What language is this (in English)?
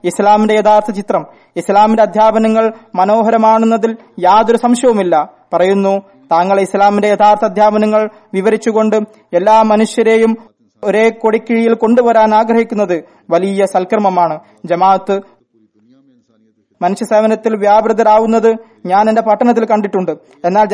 Malayalam